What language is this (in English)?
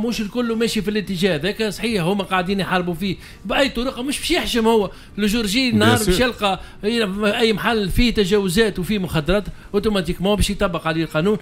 Tunisian Arabic